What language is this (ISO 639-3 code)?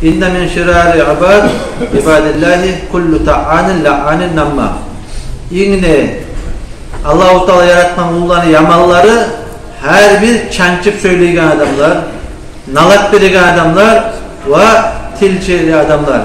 kum